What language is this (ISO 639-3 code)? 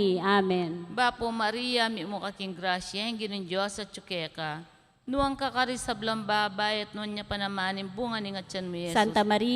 pam